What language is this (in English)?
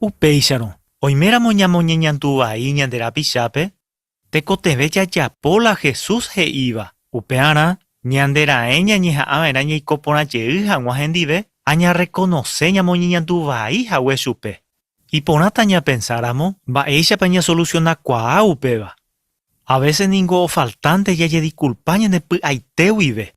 Guarani